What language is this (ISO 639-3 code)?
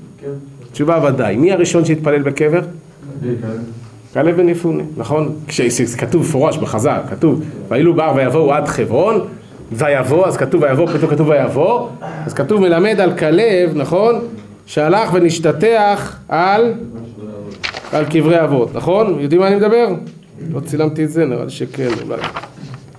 heb